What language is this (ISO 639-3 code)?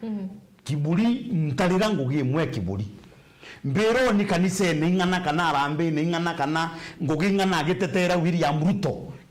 mer